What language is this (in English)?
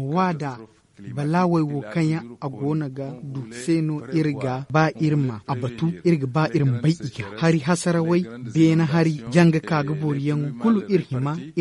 Zarma